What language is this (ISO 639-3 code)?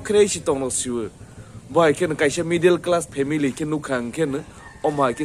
trp